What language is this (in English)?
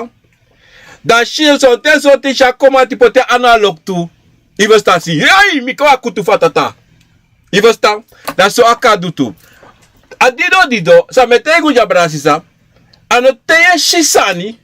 Sranan Tongo